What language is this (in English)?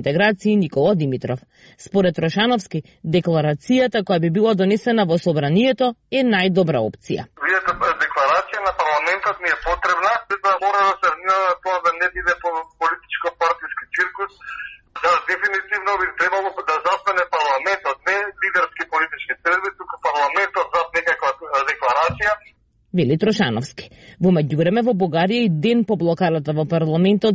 Macedonian